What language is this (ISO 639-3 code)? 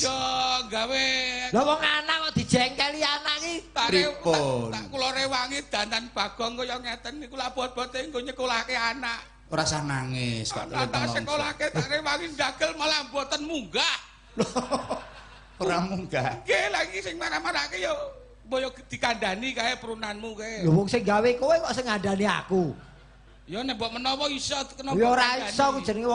jav